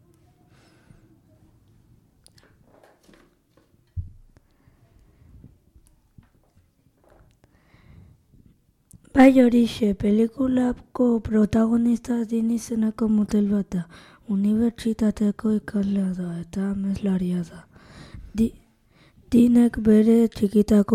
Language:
Basque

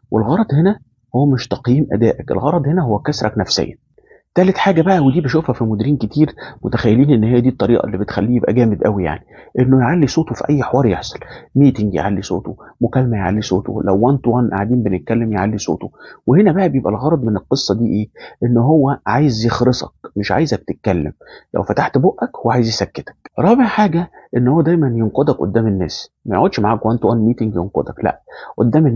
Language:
Egyptian Arabic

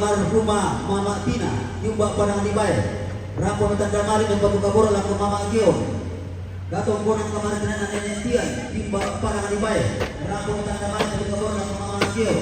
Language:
Toraja-Sa'dan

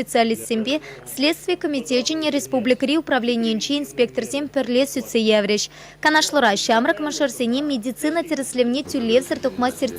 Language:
Chuvash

